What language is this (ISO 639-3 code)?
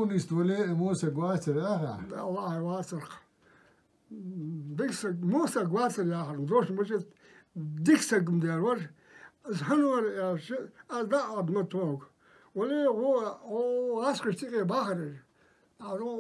inh